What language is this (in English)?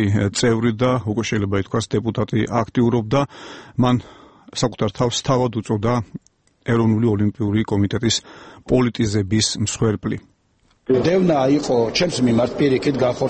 Georgian